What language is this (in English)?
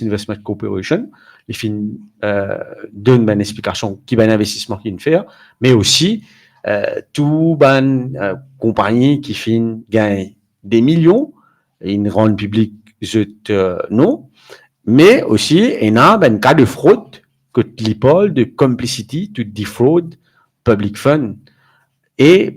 Morisyen